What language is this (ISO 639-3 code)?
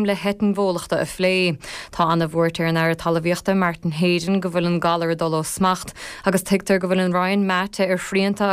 gle